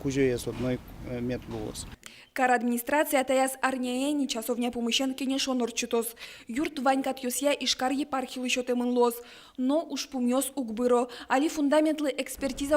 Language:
Udmurt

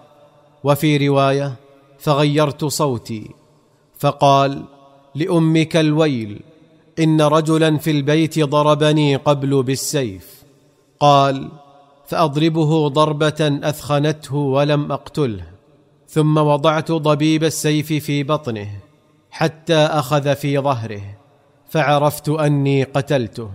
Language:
Arabic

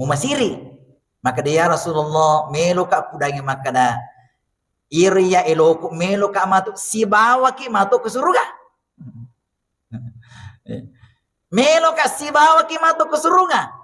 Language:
Buginese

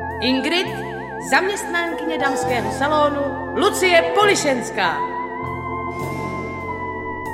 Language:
Czech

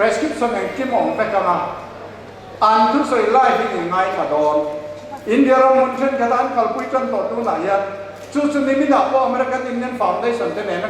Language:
Hakha Chin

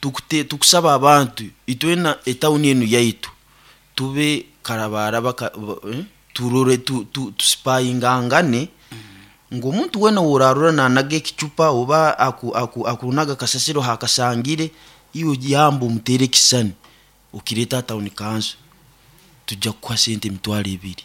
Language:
Nyankole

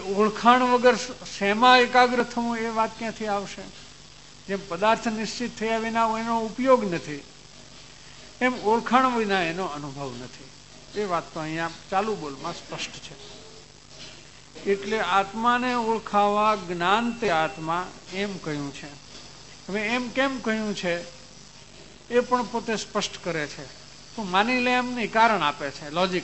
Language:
Gujarati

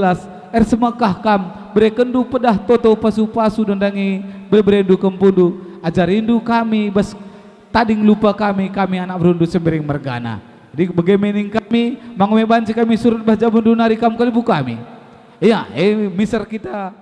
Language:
Batak Karo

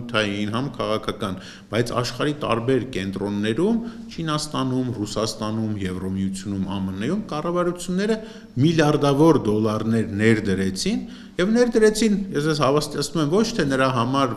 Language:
Armenian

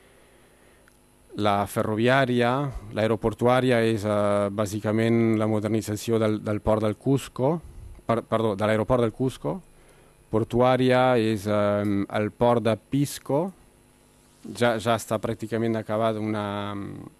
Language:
Catalan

